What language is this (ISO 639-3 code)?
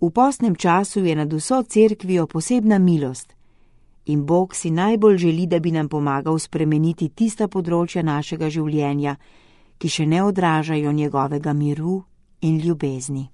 slv